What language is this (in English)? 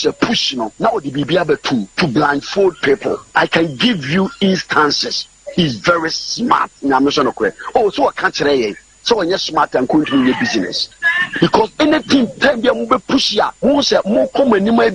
Akan